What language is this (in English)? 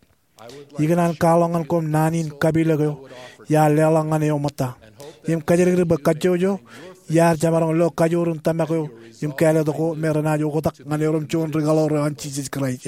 Marshallese